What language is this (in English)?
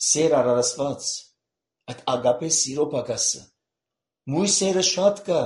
Armenian